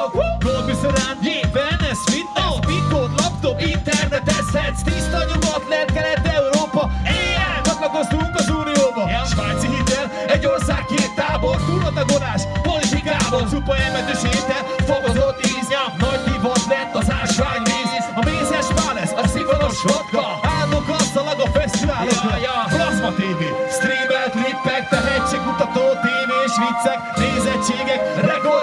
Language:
Hungarian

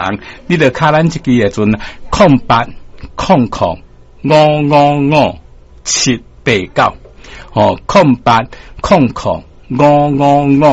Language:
Min Nan Chinese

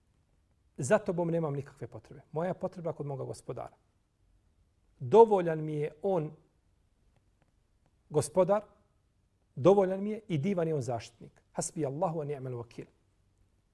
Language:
Bosnian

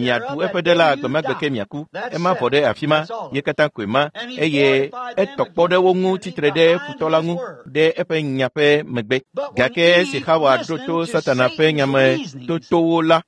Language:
Ewe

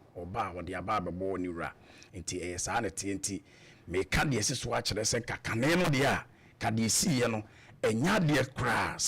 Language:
Akan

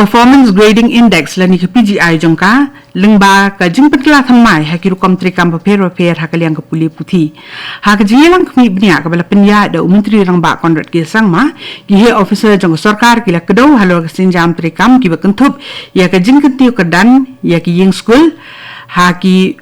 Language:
Khasi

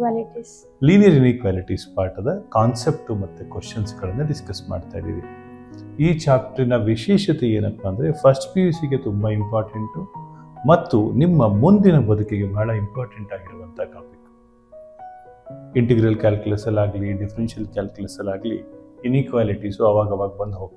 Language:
Kannada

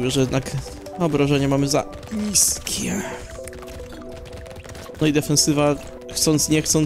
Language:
Polish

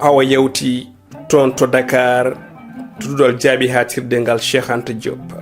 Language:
Fula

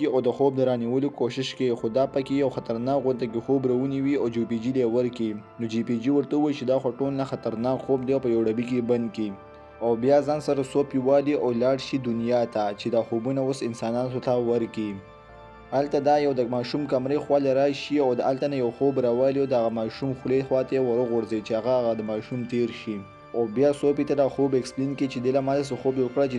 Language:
Pashto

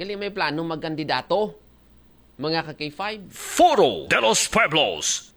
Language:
Aklanon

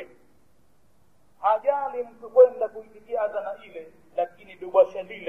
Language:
Swahili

